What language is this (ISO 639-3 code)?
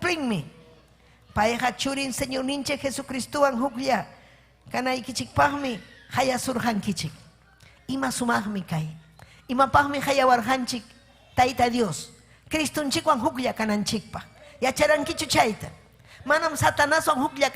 quy